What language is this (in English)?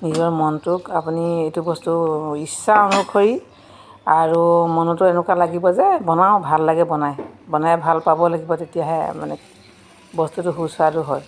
Assamese